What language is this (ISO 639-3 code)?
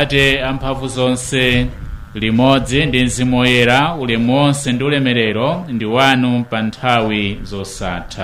nya